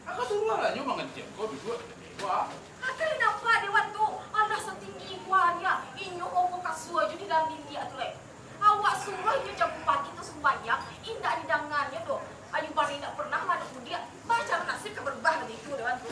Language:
Minangkabau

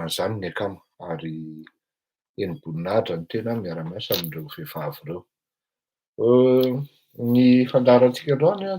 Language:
Malagasy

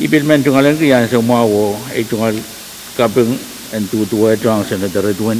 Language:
Pohnpeian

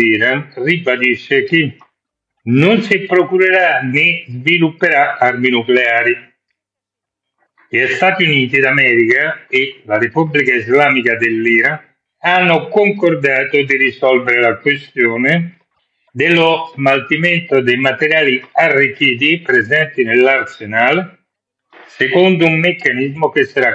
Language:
Italian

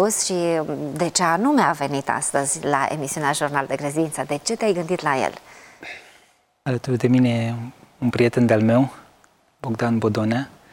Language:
Romanian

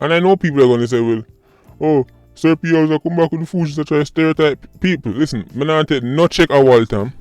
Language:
Jamaican Creole English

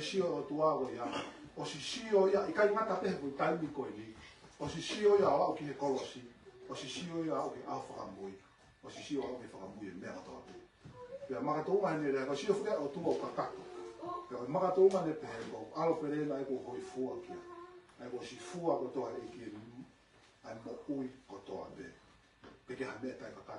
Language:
Tongan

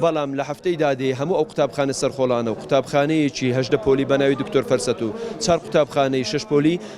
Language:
Central Kurdish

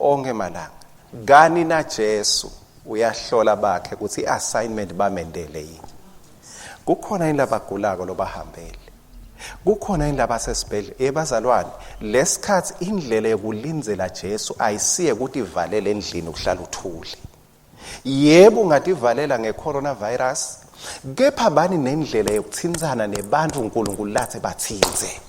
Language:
Swati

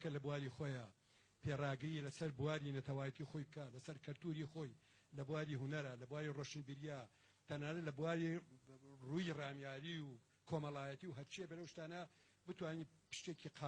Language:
Central Kurdish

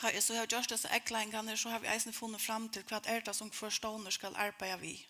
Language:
Faroese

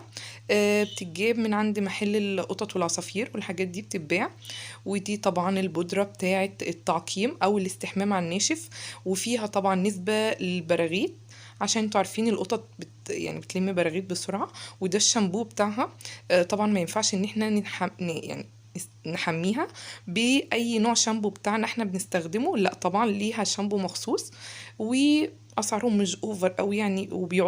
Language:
Egyptian Arabic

